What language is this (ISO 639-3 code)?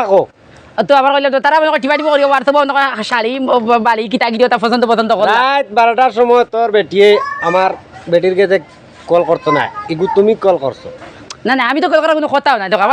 syl